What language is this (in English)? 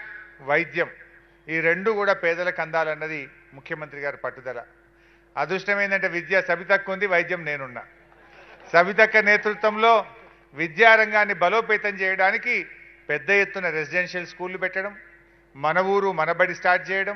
Telugu